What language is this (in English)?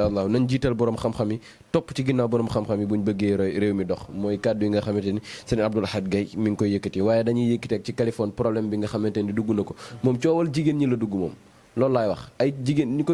Wolof